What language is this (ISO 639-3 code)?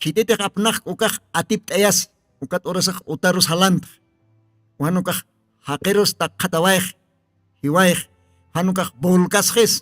aym